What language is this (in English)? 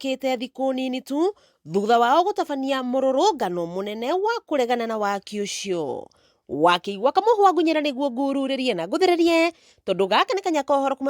Kikuyu